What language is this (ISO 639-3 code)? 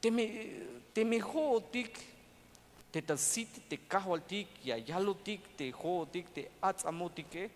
tzh